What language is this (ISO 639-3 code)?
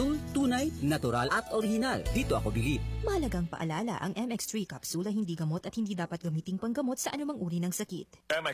fil